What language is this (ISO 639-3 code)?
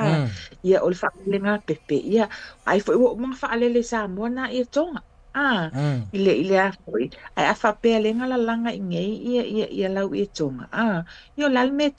smo